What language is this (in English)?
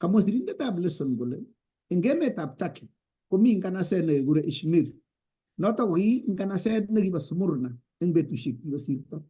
Kalenjin